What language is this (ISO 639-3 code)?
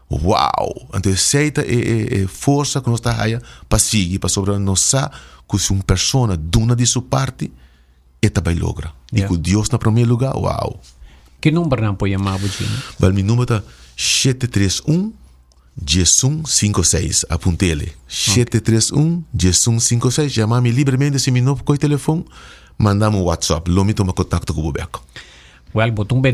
pap